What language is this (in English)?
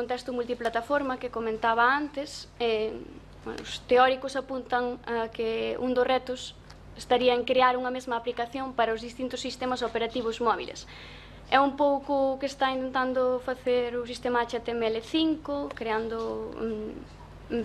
Galician